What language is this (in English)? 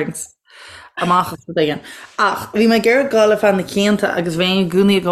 Irish